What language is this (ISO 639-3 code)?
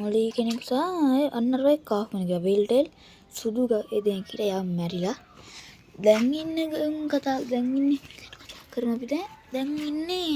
sin